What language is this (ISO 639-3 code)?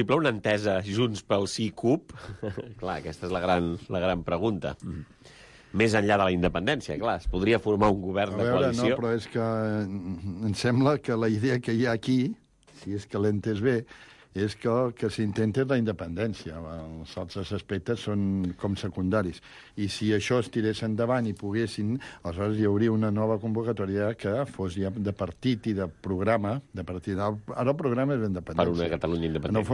cat